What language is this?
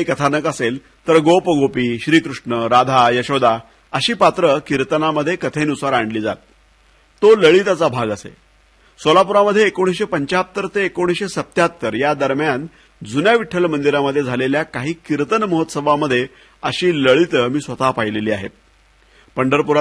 Marathi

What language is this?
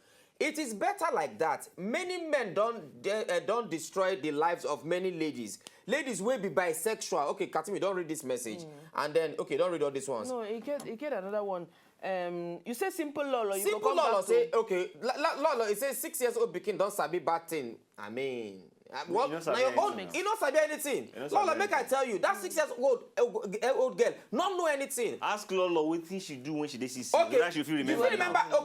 Nigerian Pidgin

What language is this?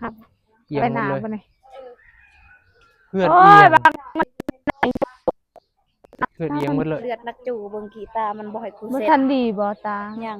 Northeastern Thai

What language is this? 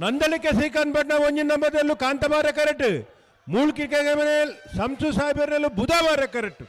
Tulu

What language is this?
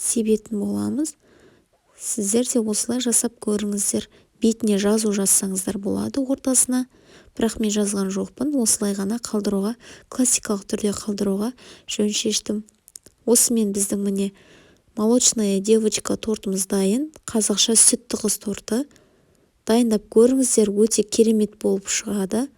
Kazakh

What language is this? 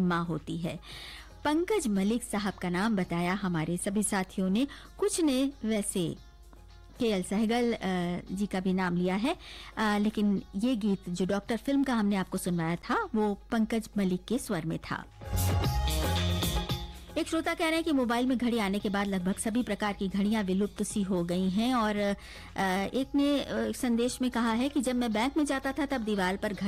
Hindi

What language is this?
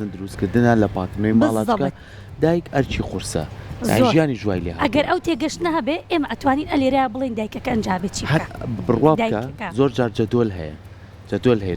Central Kurdish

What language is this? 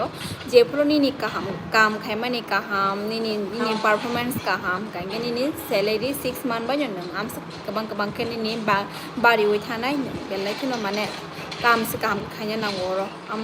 Kok Borok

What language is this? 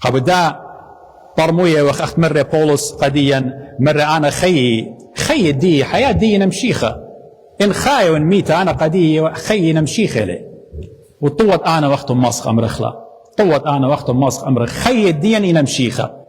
Assyrian Neo-Aramaic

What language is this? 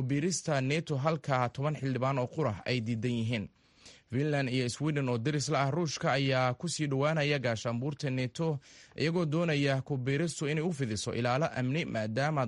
Somali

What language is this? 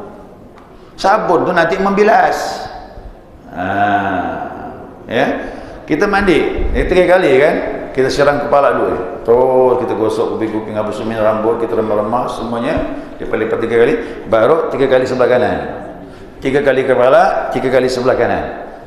Malay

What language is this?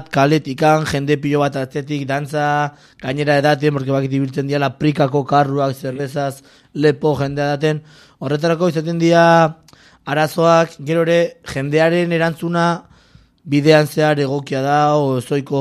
Basque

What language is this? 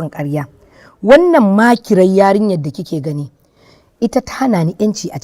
Hausa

